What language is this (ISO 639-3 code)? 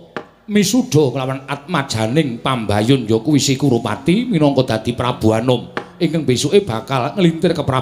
jav